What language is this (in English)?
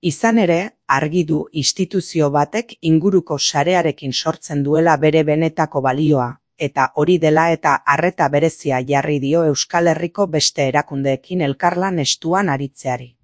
Basque